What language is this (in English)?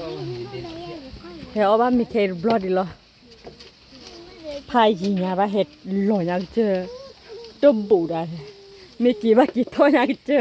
S'gaw Karen